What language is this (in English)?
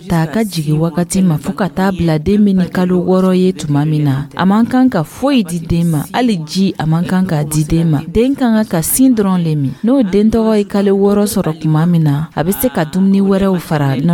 Dyula